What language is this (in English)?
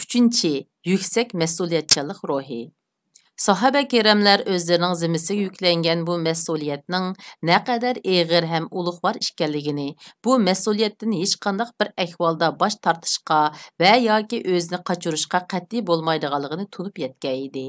Uyghur